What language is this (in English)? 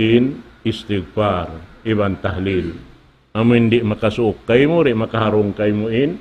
Tausug